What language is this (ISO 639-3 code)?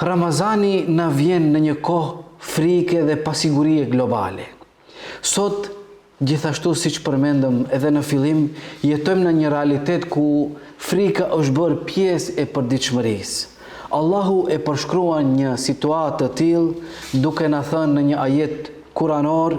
sqi